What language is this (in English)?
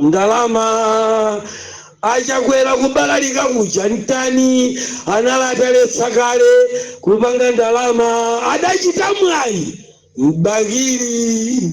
Nyanja